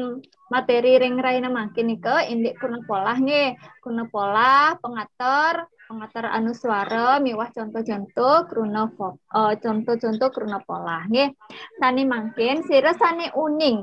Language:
Balinese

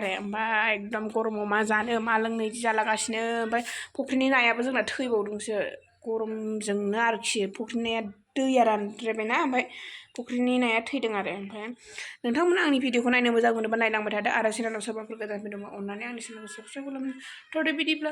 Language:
Bodo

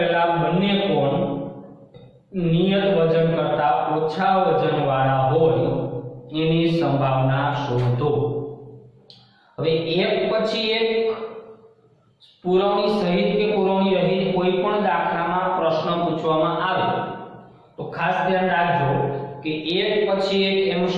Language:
Gujarati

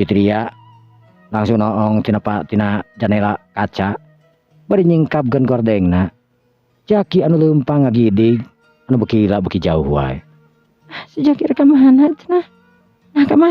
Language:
Sundanese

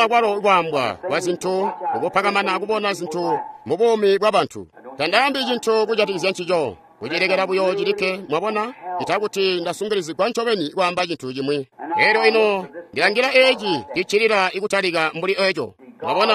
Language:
Tonga (Zambia)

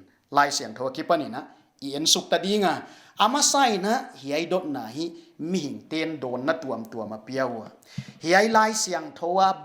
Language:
Paite Chin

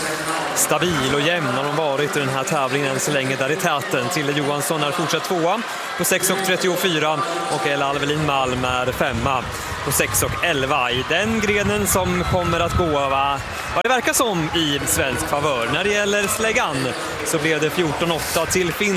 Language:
Swedish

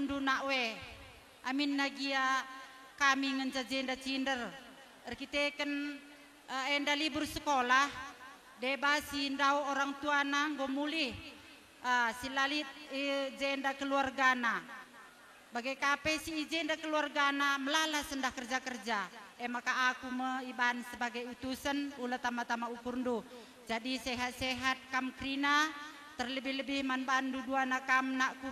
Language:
Batak Karo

